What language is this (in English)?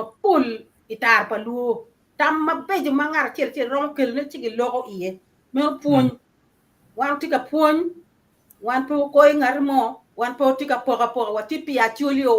Acoli